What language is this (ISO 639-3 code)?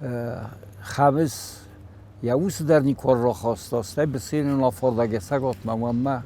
oss